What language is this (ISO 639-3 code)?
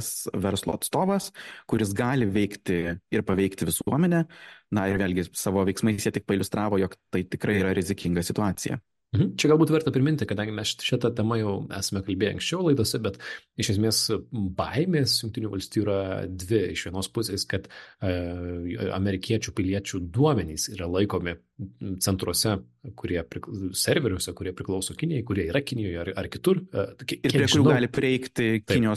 lit